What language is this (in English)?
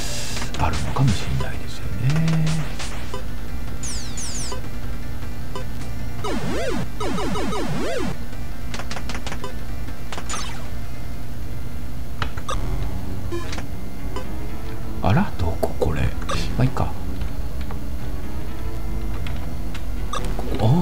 Japanese